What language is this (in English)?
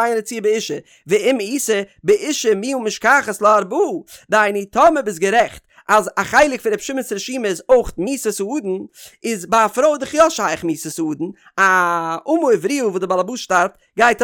Yiddish